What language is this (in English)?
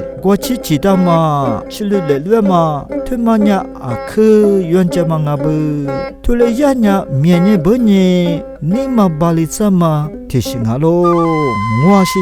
Lisu